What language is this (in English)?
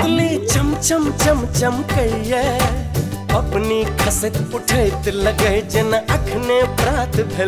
Maithili